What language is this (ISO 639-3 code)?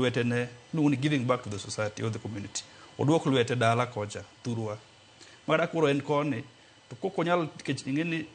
luo